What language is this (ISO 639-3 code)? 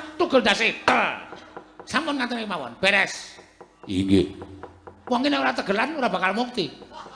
jav